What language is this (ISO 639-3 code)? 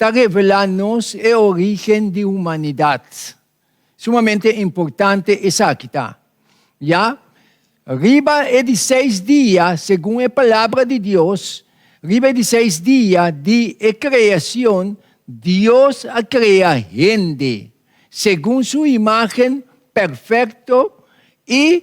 pap